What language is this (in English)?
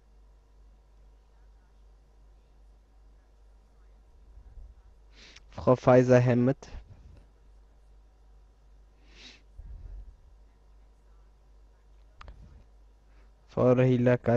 German